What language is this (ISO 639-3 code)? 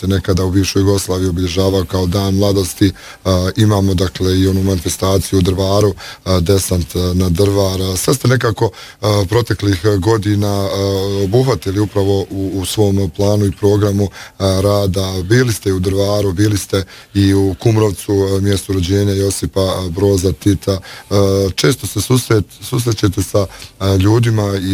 bos